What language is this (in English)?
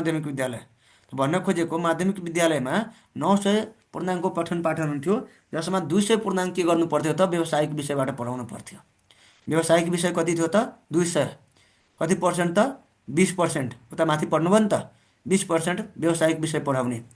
Nepali